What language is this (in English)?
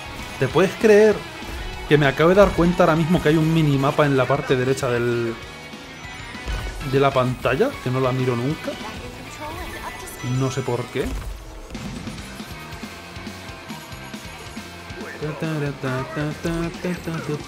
Spanish